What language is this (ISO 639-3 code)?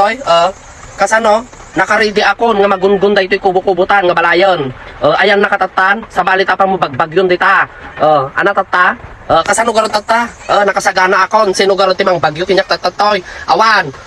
ilo